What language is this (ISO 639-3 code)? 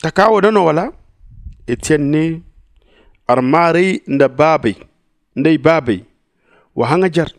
dje